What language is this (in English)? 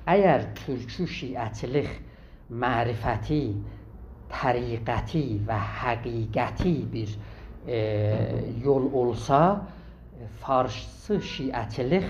South Azerbaijani